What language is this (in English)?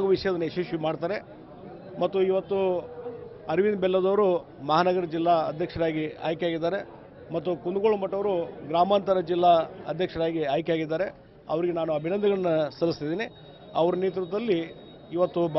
Kannada